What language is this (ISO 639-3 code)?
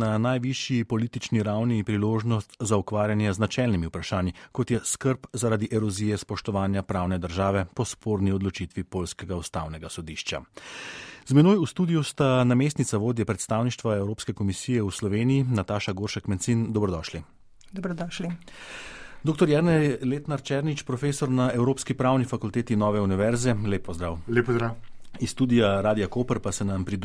slv